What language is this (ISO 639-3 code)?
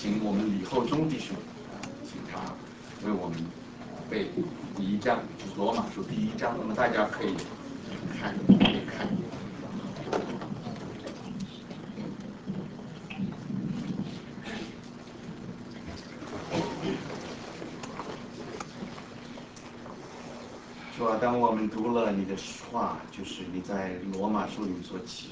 zho